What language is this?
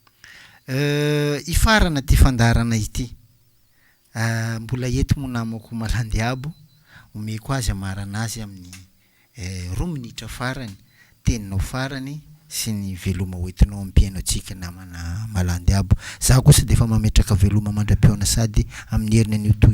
Malagasy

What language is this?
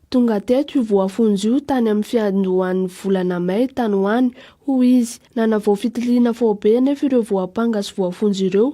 Malagasy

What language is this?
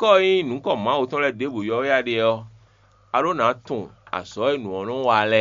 Fon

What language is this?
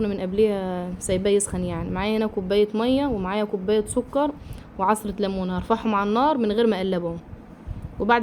Egyptian Arabic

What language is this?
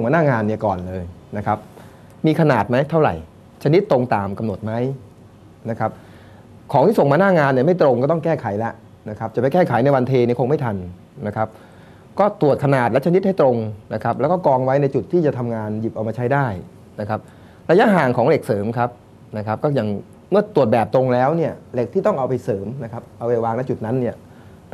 Thai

